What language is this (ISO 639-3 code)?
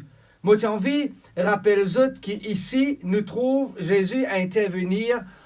mfe